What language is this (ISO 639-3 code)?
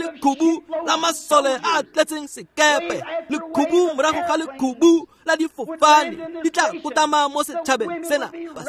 tsn